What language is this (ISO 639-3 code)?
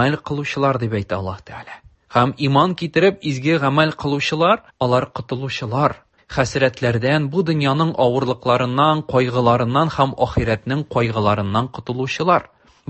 tat